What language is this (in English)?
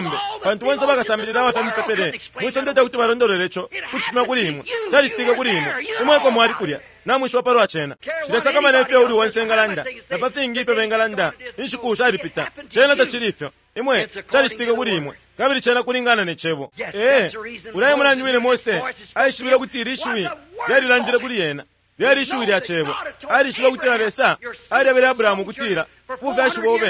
Bemba